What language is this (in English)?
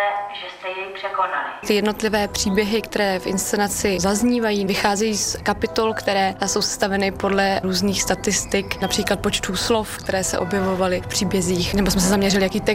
Czech